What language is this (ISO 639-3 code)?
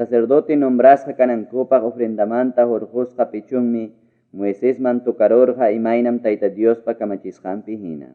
quy